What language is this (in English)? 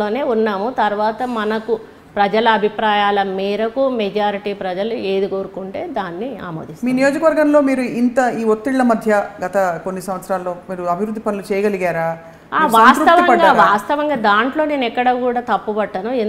Telugu